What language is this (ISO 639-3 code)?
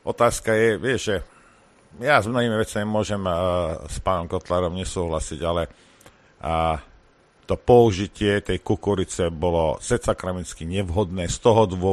slk